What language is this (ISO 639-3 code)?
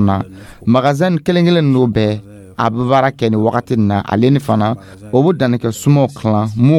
dyu